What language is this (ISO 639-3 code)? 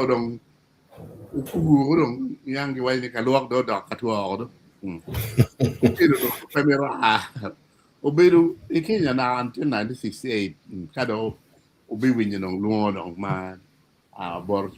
ach